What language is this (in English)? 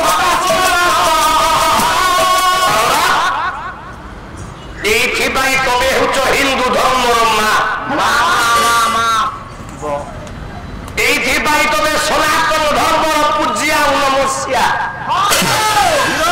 Odia